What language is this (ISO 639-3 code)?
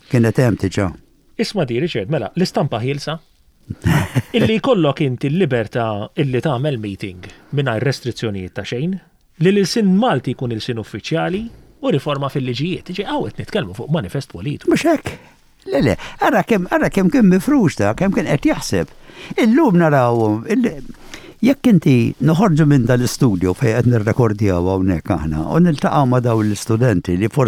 mlt